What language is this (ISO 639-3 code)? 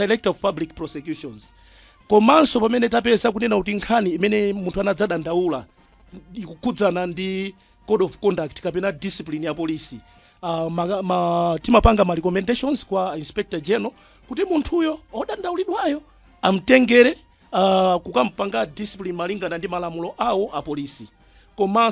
nya